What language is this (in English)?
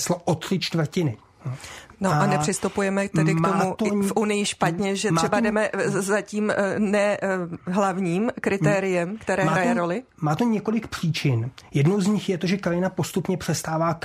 Czech